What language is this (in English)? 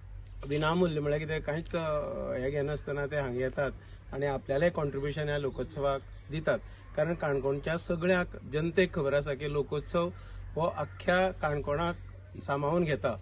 Konkani